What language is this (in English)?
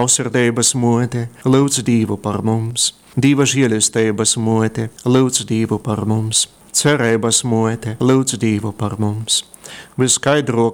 Latgalian